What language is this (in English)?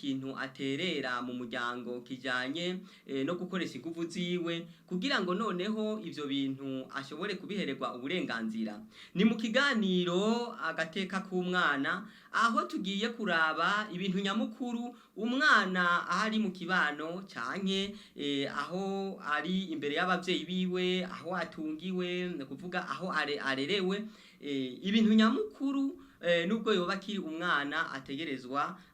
Rundi